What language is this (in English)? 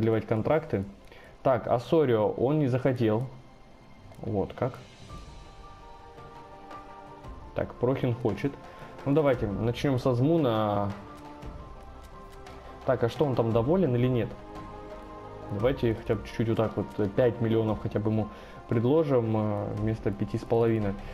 Russian